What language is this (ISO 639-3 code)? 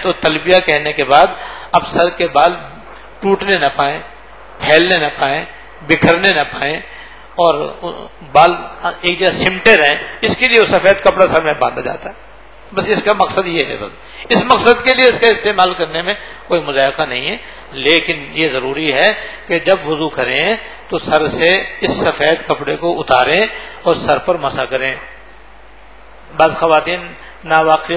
urd